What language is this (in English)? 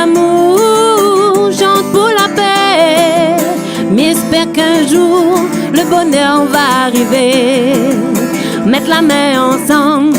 Réunion Creole French